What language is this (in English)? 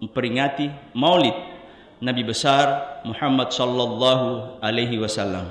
Buginese